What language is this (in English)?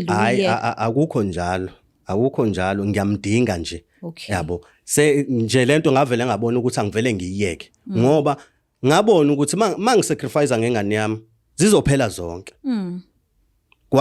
Zulu